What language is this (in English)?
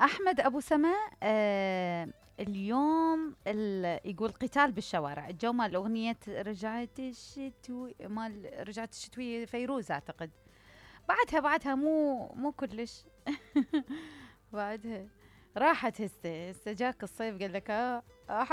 Mesopotamian Arabic